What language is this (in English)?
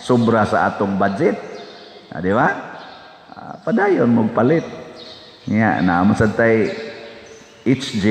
Cebuano